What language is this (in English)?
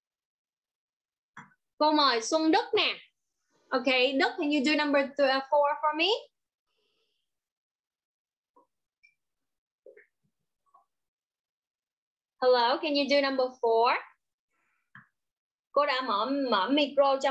Vietnamese